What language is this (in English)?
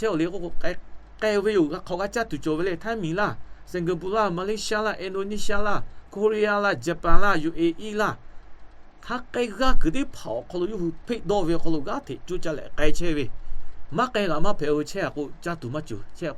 Lahu